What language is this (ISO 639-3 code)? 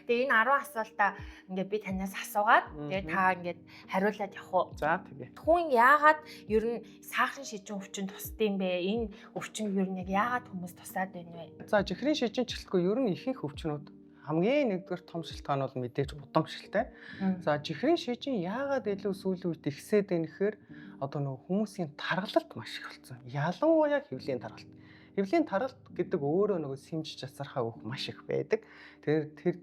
mon